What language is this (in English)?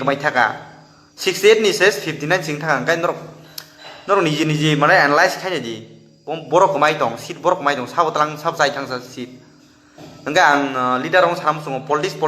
Kok Borok